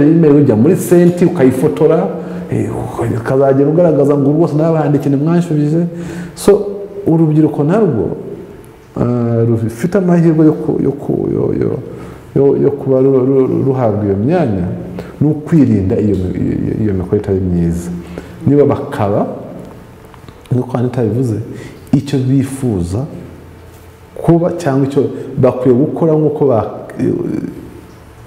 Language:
Kinyarwanda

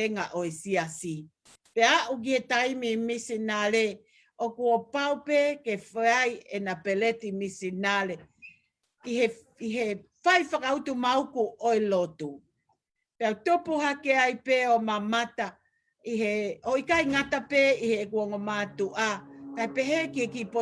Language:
Tongan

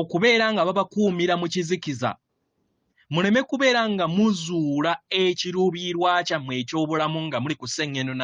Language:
Ganda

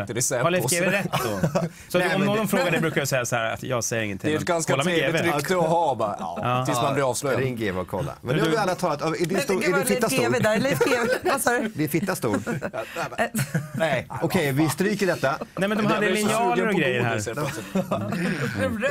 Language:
Swedish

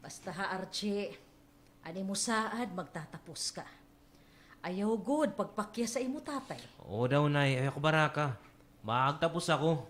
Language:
Waray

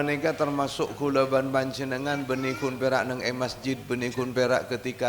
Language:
Madurese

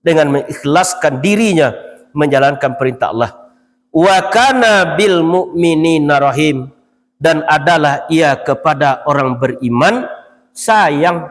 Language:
Minangkabau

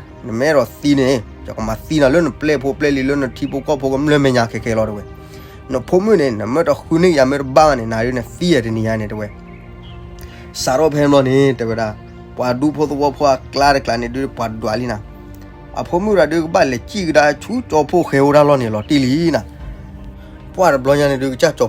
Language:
S'gaw Karen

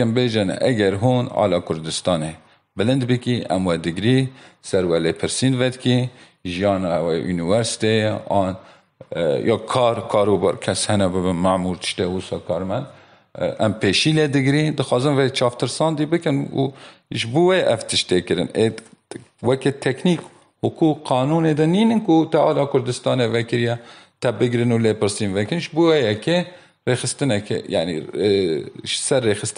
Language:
Kurdish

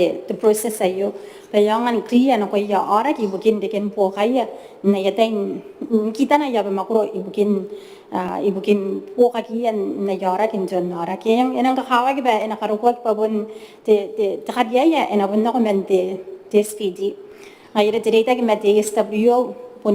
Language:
Gilbertese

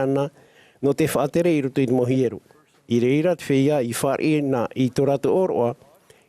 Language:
Tahitian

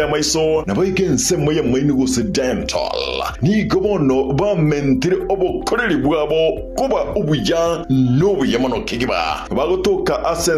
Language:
Gusii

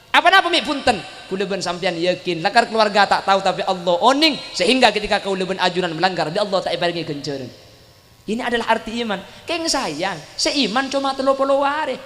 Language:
Madurese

